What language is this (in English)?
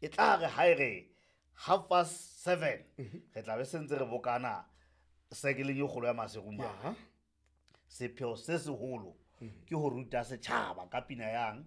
Southern Sotho